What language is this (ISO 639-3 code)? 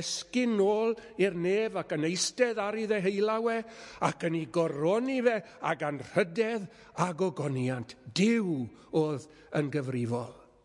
cym